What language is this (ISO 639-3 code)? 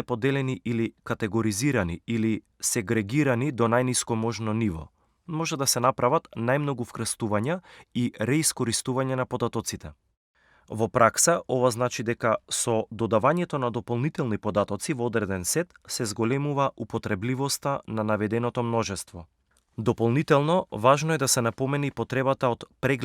mkd